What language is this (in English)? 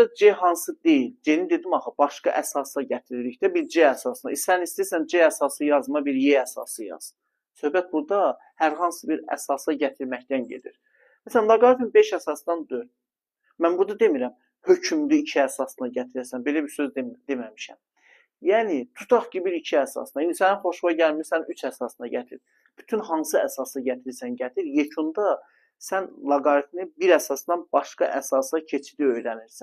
Azerbaijani